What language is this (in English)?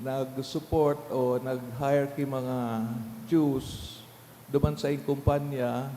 Bikol